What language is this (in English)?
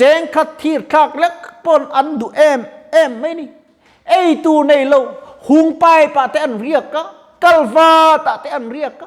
Mizo